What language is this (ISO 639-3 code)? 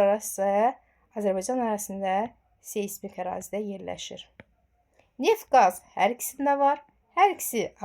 aze